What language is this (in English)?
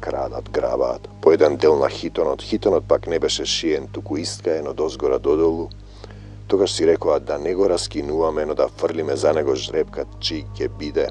Macedonian